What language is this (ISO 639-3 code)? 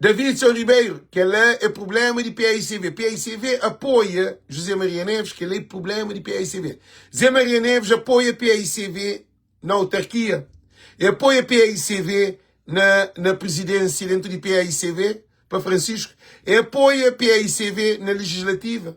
kea